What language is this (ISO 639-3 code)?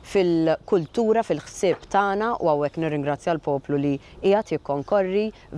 mlt